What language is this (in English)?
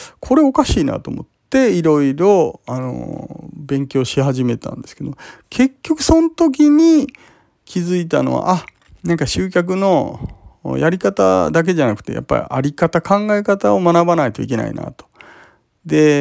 Japanese